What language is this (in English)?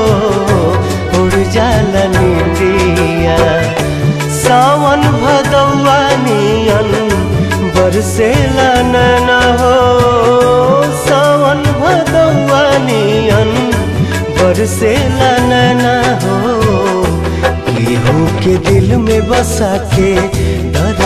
Bhojpuri